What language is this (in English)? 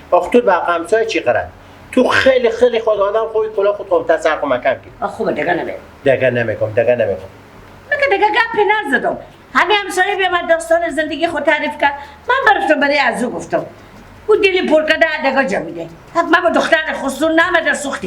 Persian